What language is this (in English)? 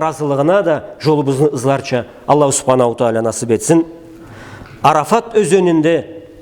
Karachay-Balkar